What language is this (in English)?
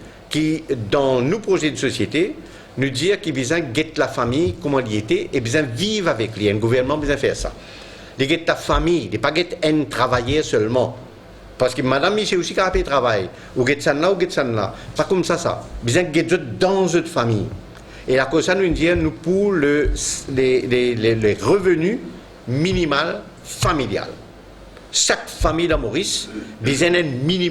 Morisyen